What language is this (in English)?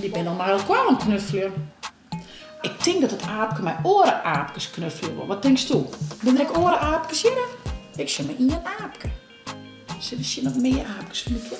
Western Frisian